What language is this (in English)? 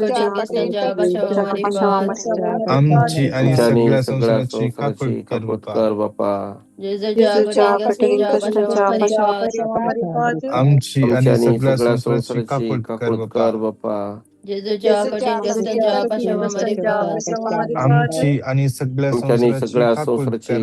Konkani